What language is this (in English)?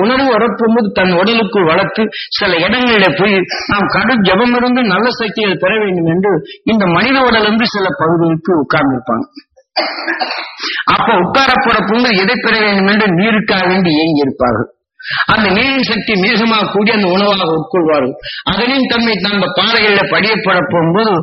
Tamil